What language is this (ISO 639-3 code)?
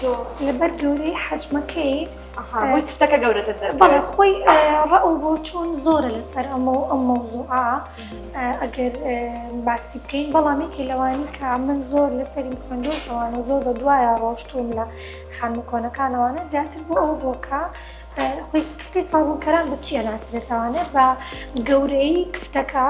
ckb